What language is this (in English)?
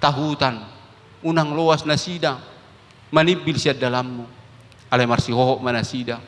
Batak Toba